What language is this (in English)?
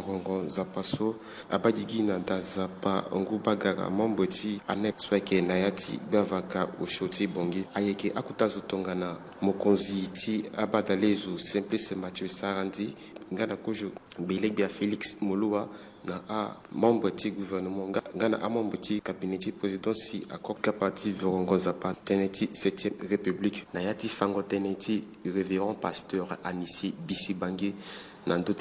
Sango